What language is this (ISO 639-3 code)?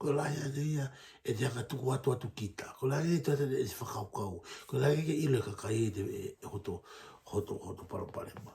ton